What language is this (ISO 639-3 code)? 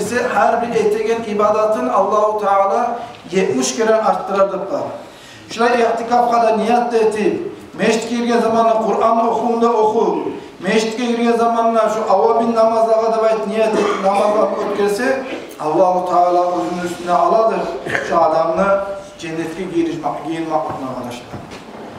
kum